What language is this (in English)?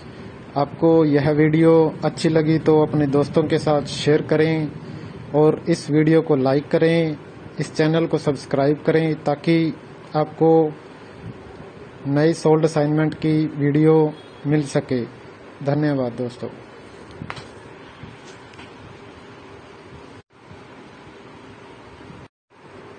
Hindi